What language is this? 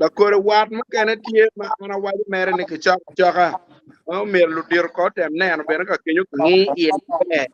Acoli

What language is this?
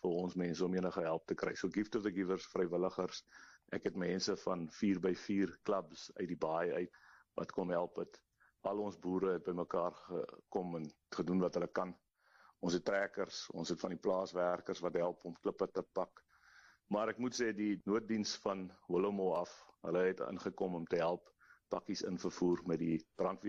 Afrikaans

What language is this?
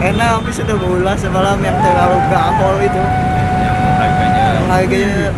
Banjar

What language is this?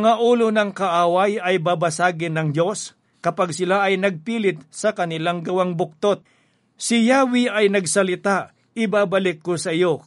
Filipino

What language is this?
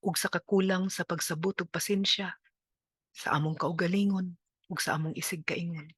Cebuano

